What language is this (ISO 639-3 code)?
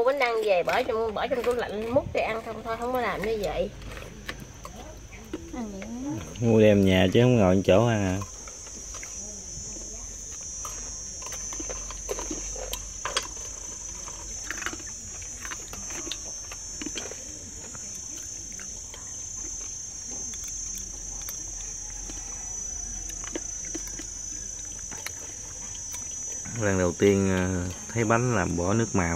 vie